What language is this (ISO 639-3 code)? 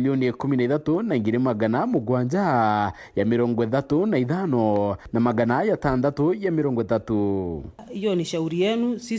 mer